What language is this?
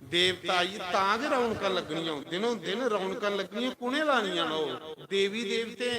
Dogri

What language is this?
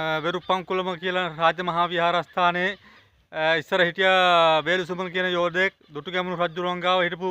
Sinhala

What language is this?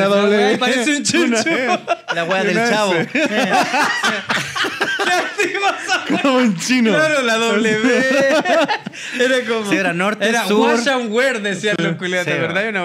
Spanish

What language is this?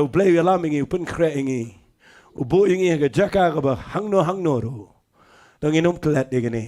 Khasi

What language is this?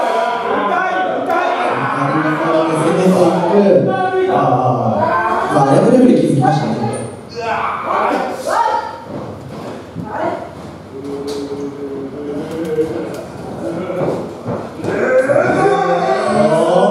Japanese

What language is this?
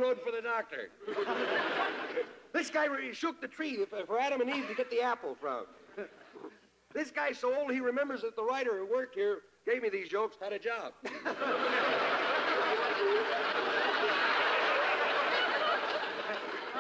English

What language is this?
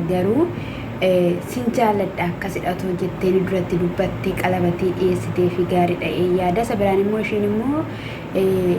Oromo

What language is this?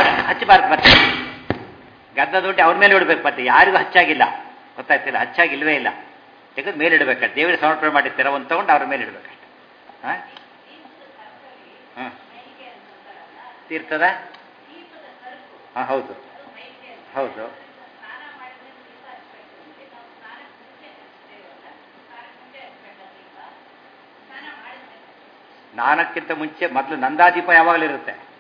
Kannada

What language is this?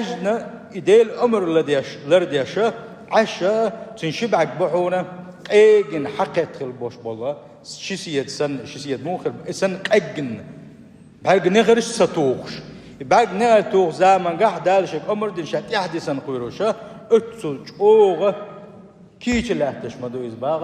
Chechen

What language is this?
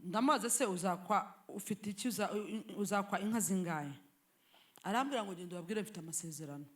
Kinyarwanda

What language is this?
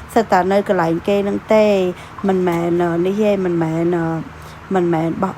Khmer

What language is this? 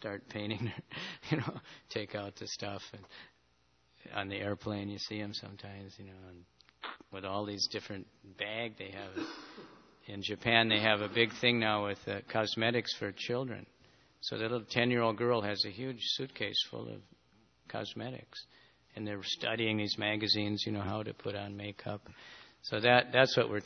English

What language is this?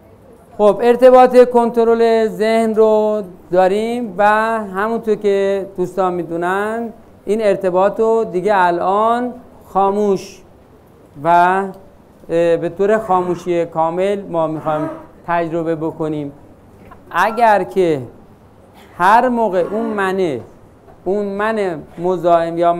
Persian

